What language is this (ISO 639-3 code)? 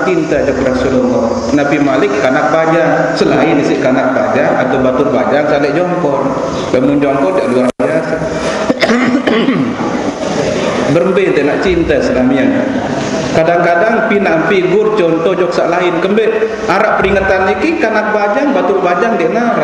sas